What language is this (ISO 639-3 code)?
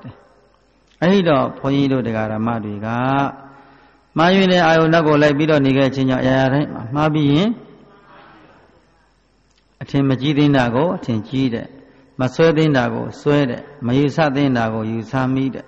mya